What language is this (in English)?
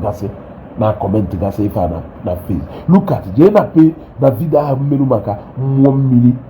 Igbo